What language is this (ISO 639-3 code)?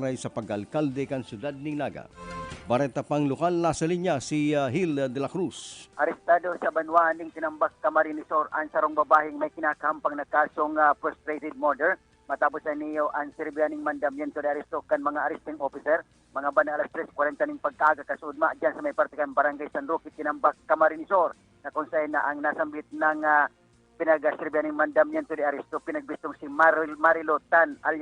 bik